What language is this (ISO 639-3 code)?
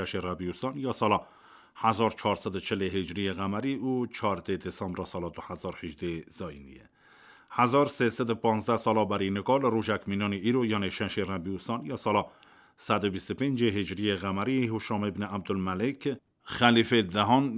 kur